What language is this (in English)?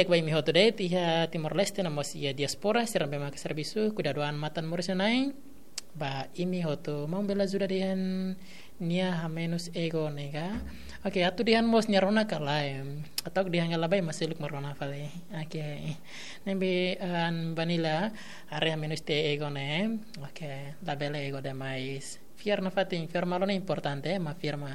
Tetum